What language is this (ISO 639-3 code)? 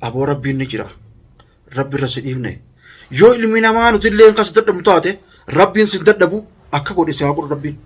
orm